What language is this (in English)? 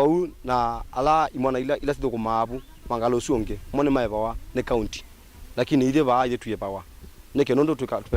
Kamba